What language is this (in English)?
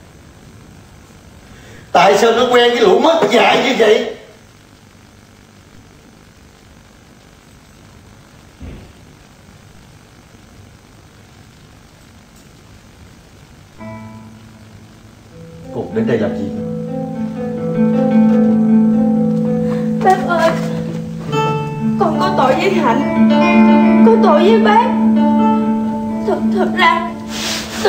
Vietnamese